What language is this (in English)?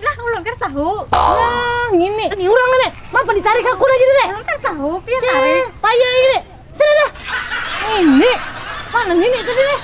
Banjar